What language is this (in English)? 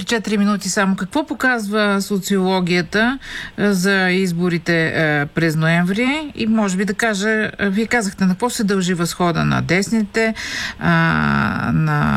Bulgarian